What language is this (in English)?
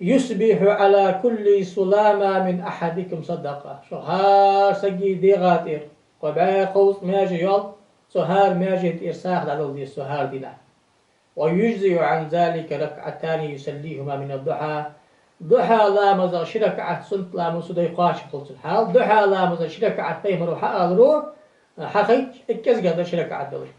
Ingush